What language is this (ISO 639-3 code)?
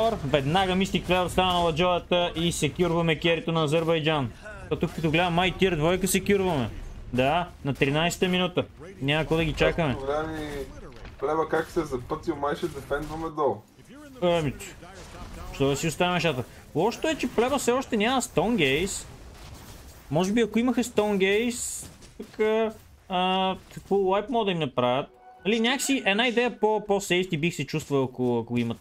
bul